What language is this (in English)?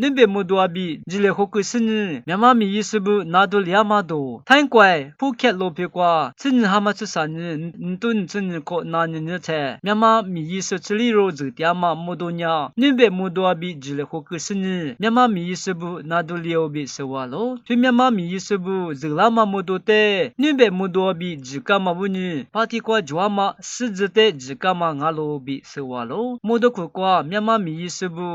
Lisu